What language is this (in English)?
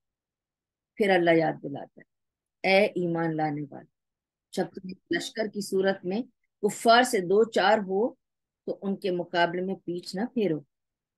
Urdu